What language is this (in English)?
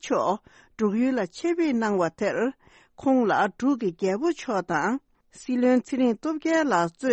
Tibetan